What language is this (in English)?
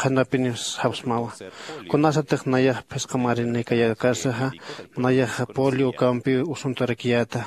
Aymara